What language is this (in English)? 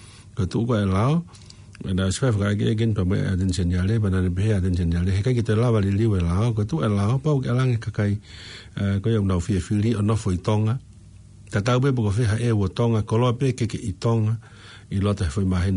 Tongan